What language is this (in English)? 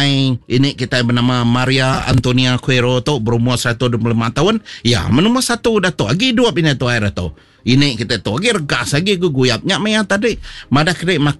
Iban